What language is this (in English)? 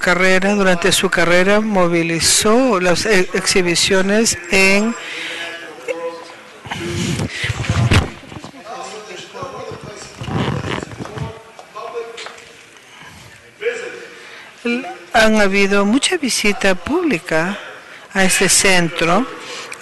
Spanish